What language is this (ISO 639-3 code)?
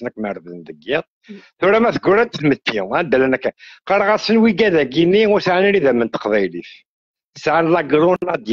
kab